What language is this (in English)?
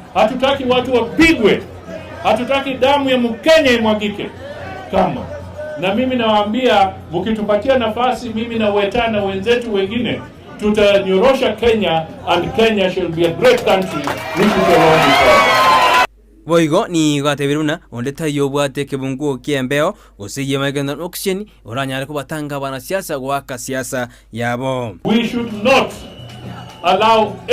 Gusii